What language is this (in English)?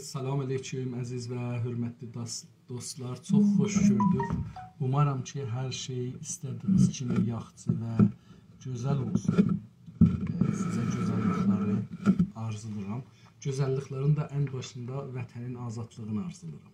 South Azerbaijani